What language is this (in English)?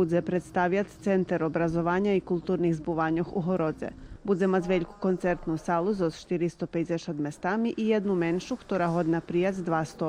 Rusyn